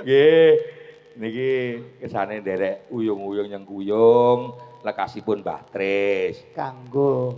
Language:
Javanese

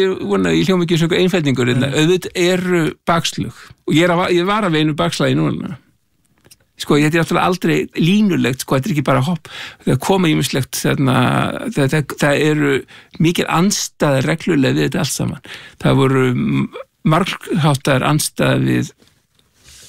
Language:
Icelandic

